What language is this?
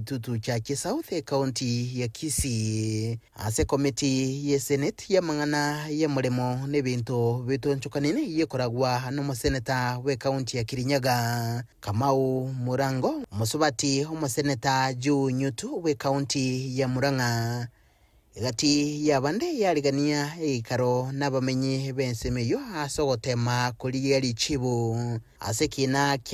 Gusii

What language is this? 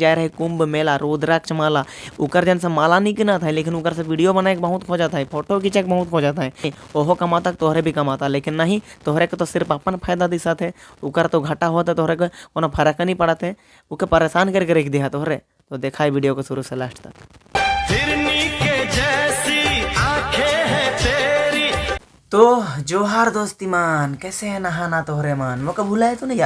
Sadri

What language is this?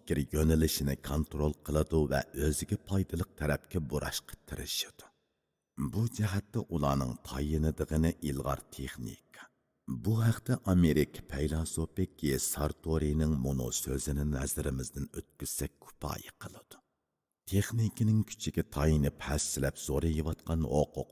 Uyghur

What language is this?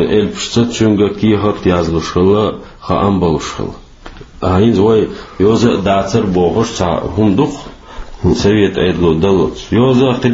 Chechen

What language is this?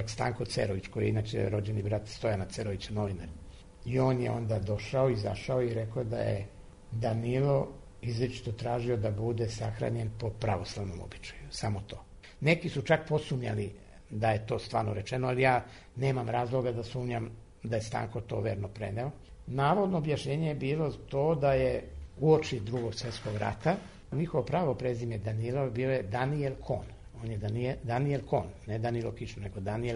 Serbian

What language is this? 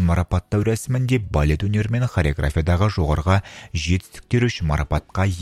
Kazakh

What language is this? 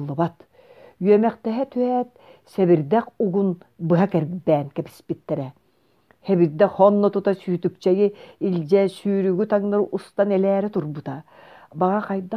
Yakut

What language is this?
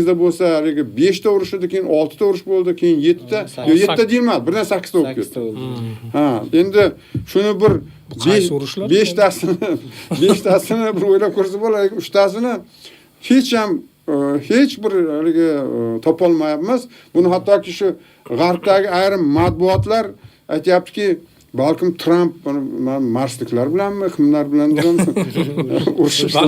Uzbek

